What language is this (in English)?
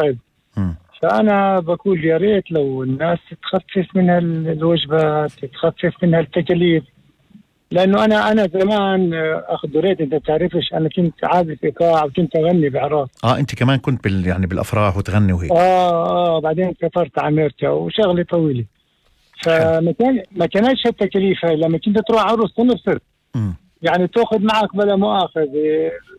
North Levantine Arabic